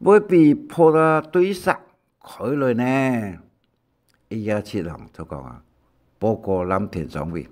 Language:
Hakka Chinese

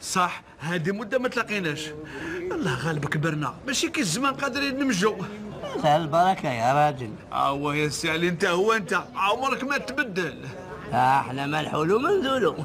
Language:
Algerian Arabic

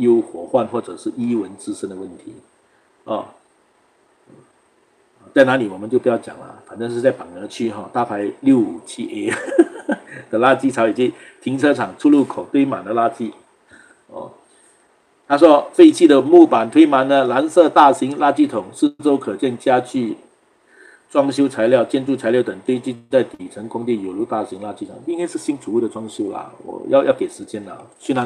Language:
Chinese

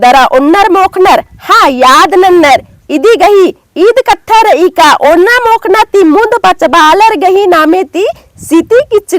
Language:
Kurukh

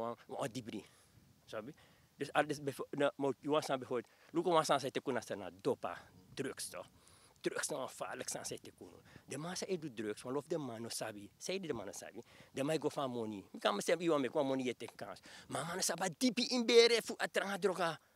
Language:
Sranan Tongo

